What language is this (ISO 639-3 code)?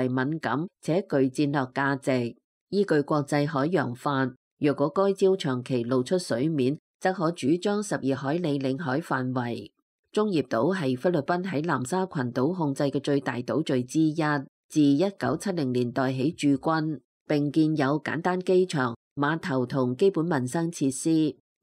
yue